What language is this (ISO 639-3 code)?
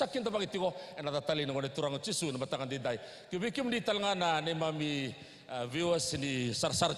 fij